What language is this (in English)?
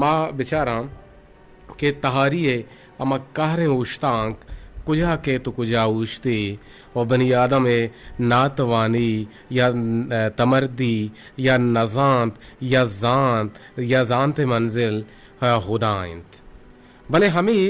Eastern Balochi